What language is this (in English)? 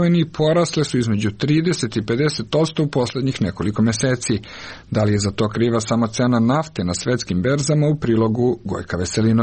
Serbian